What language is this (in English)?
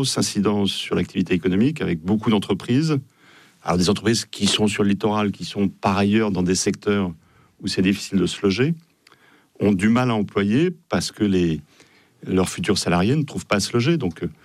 French